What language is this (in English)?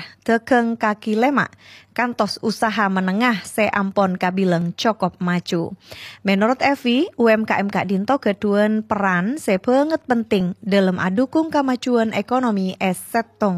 Madurese